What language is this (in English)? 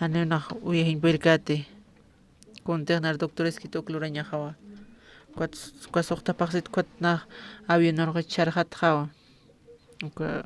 Aymara